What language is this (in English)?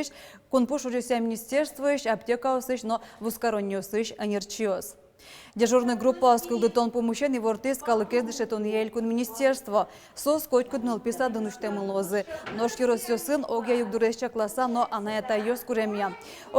Udmurt